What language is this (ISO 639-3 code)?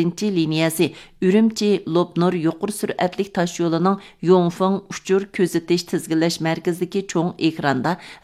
uig